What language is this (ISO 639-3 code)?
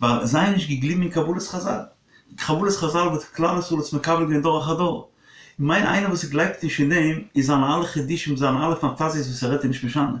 yid